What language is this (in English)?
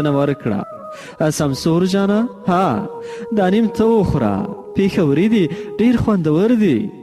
Pashto